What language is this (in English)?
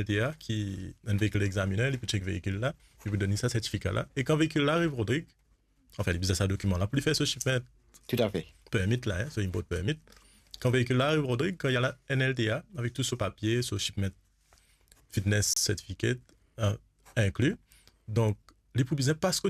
Morisyen